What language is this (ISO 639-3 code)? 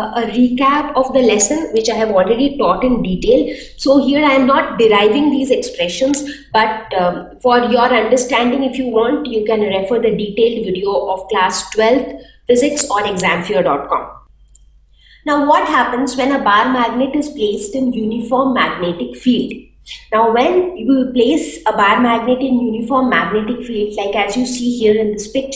eng